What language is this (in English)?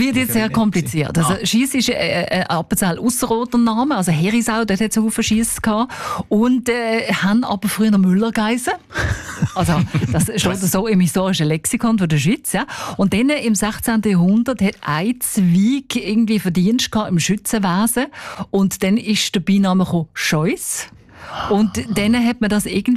German